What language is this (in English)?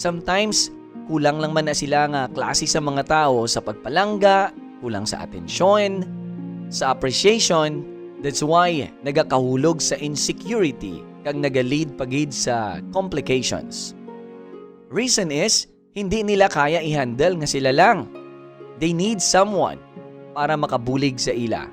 Hiligaynon